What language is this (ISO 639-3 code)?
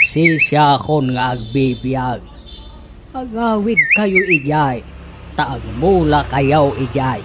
ilo